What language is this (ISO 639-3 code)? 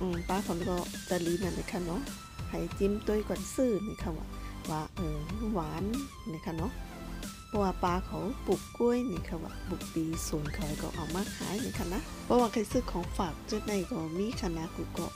shn